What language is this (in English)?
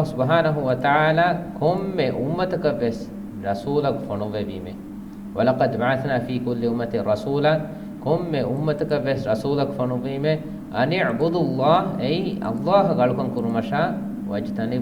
Divehi